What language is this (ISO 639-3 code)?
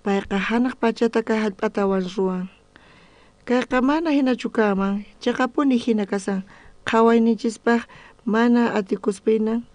quh